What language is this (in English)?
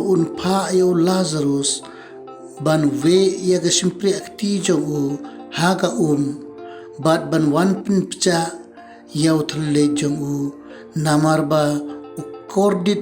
Khasi